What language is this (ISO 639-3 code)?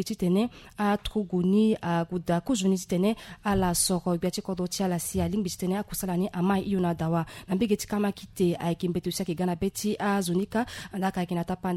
sag